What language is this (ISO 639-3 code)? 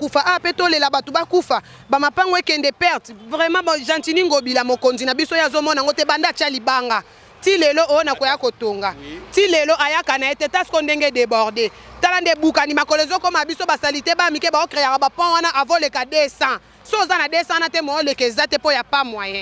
lin